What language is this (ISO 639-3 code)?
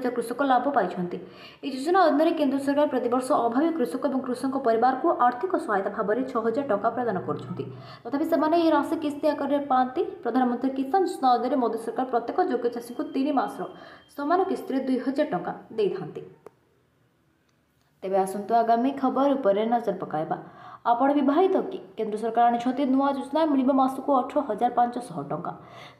ori